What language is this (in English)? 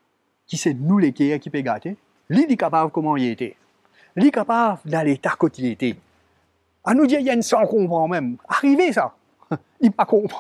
Morisyen